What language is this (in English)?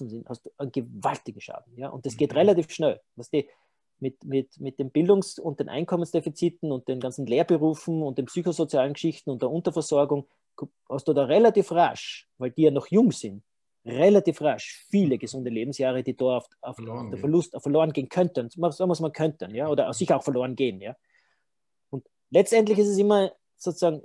German